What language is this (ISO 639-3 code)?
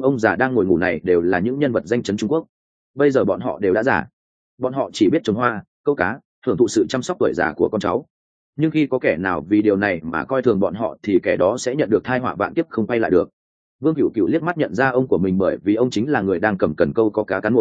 vie